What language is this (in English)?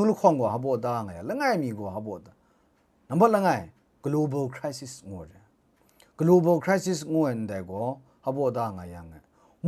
Kachin